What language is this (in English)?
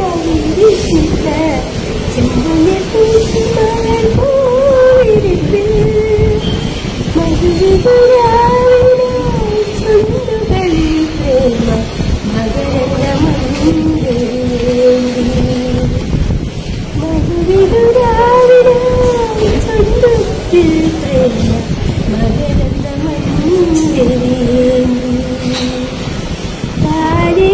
Malayalam